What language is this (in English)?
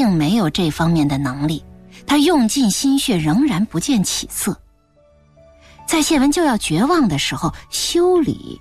Chinese